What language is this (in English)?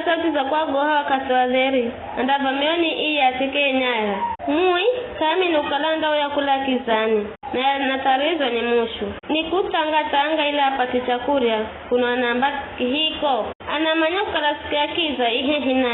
Giryama